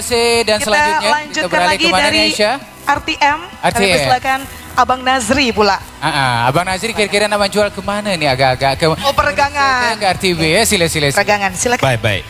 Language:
Malay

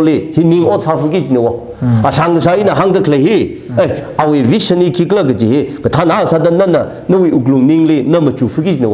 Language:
Tangkhul Naga (India)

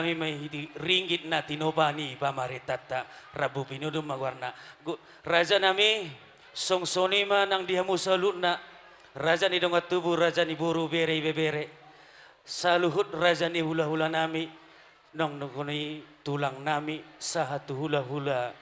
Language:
Batak Toba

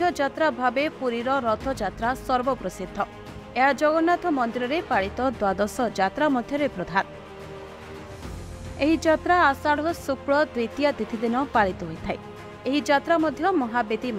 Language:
Odia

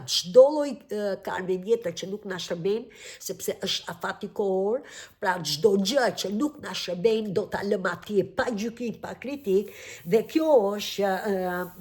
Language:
Albanian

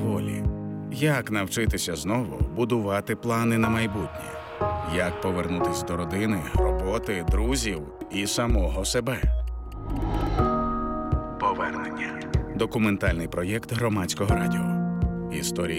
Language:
Ukrainian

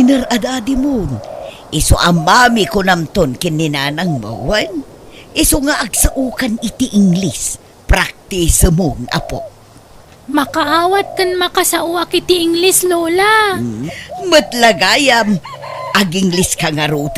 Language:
Iloko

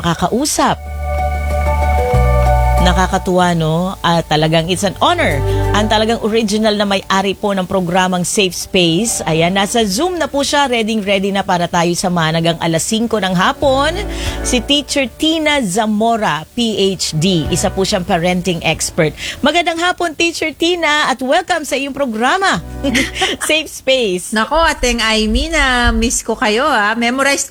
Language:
Filipino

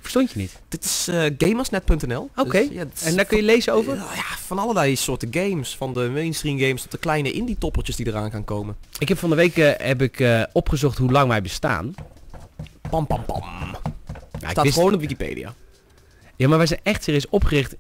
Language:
Dutch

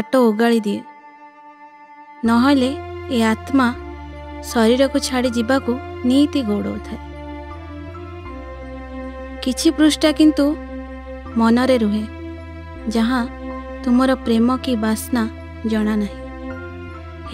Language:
Odia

